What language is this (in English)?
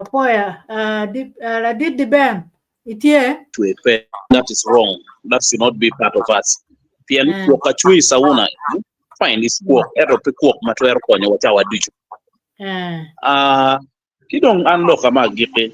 Acoli